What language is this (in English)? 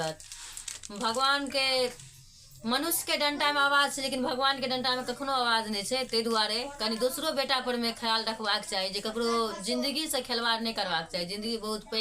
Maithili